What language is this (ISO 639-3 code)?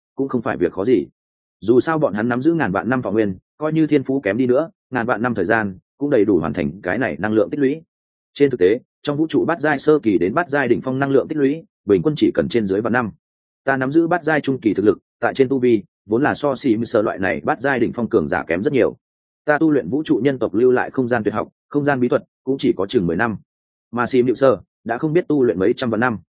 vie